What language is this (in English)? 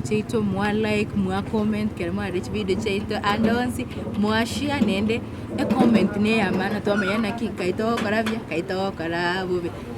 Gusii